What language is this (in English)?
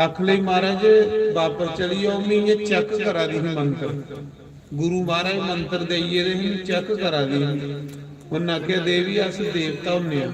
Dogri